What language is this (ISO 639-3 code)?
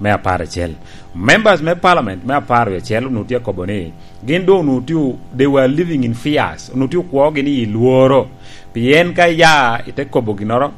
laj